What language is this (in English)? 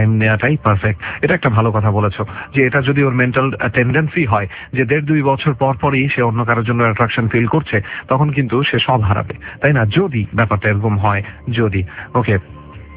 Bangla